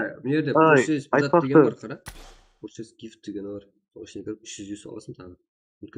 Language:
Kara-Kalpak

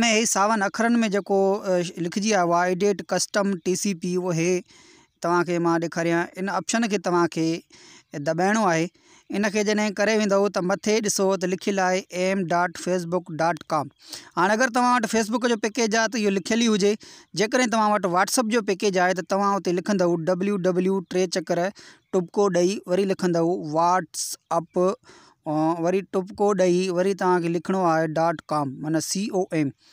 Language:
Sindhi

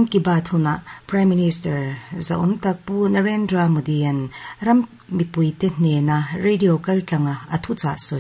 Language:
Mizo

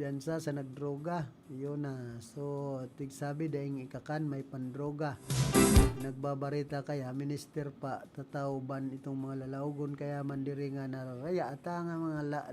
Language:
Bikol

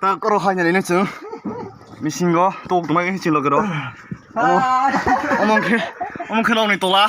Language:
Kok Borok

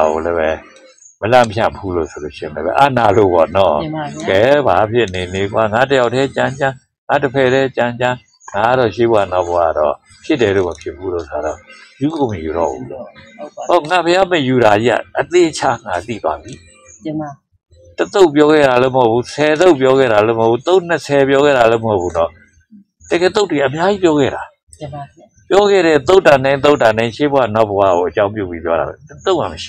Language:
Burmese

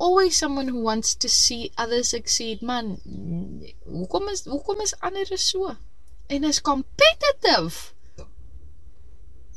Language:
Afrikaans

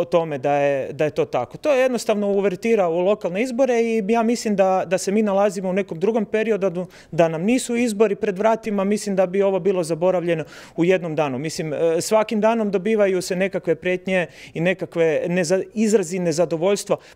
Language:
Croatian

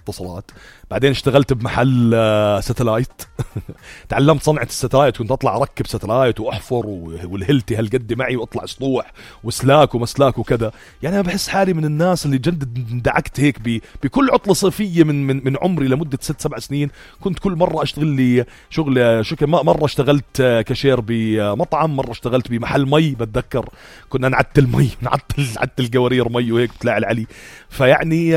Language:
North Levantine Arabic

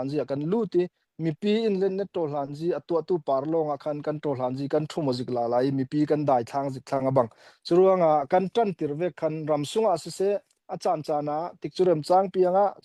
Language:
Falam Chin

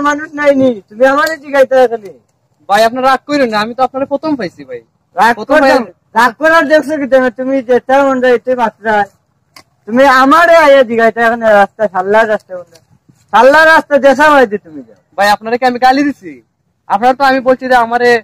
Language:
Sylheti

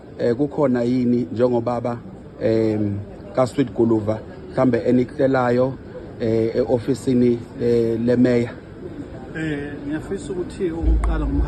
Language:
Zulu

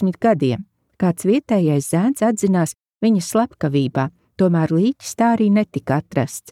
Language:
Latvian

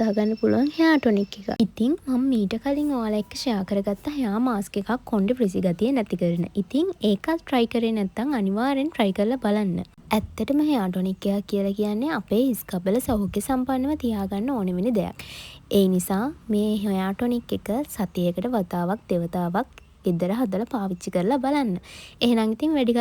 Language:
Sinhala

